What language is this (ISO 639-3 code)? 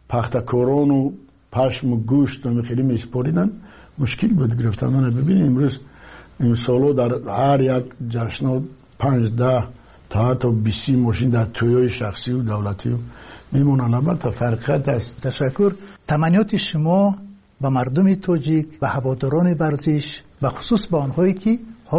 tgk